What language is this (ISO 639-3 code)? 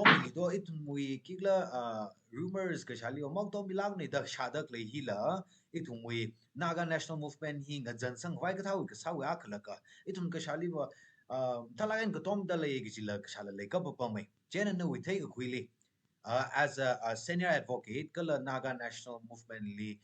nmf